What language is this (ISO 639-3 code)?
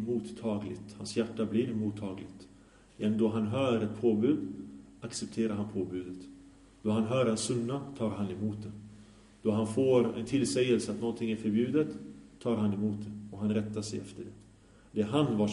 swe